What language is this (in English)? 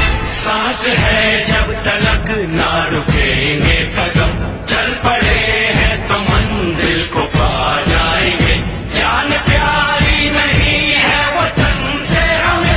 Hindi